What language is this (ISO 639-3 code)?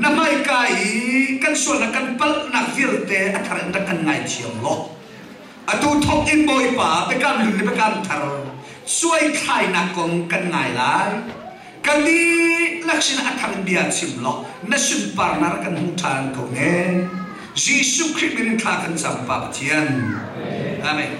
cnh